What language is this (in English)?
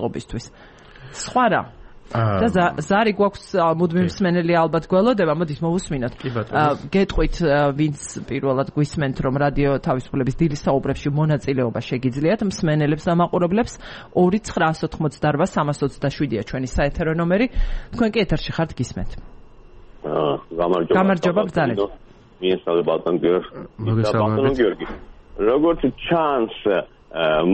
Georgian